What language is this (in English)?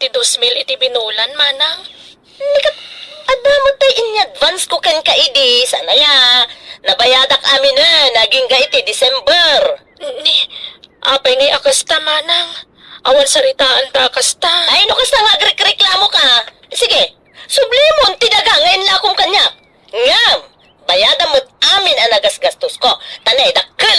Iloko